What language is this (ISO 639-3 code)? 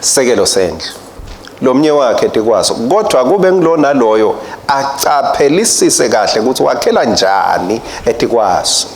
ssw